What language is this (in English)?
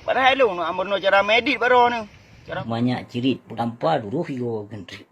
Achinese